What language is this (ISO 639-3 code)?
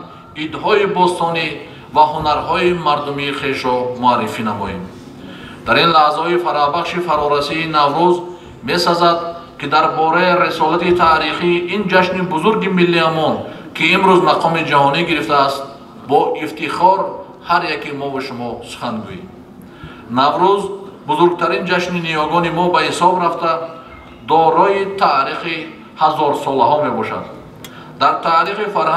tgk